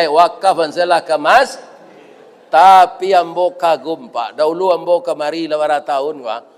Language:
Minangkabau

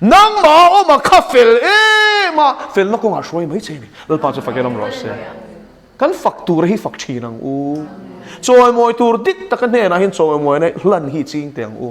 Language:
Mizo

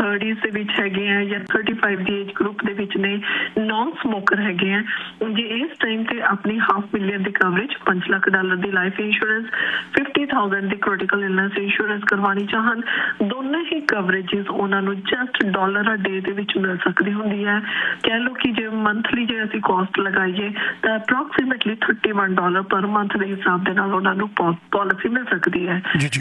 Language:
Punjabi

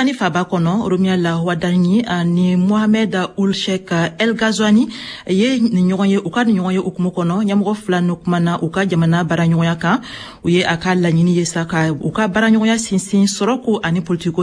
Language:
Bambara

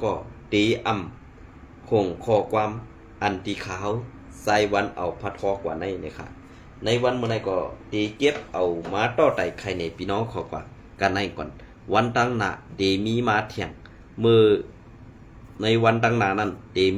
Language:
Shan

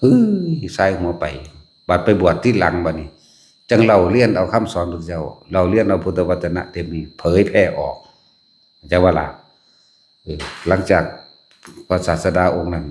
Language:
Northeastern Thai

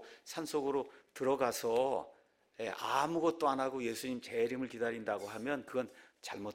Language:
Korean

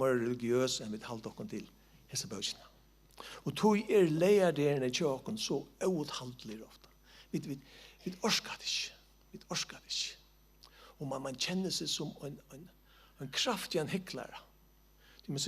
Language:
Faroese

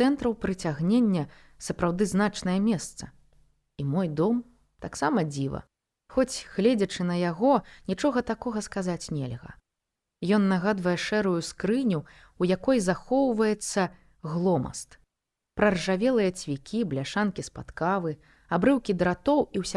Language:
Belarusian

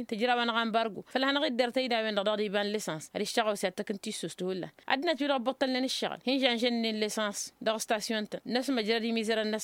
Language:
Tamasheq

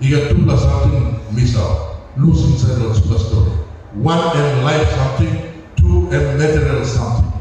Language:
Tok Pisin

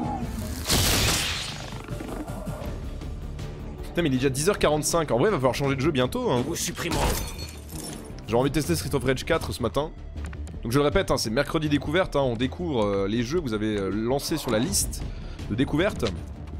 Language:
French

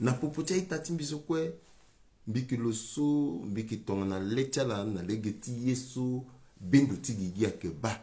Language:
Sango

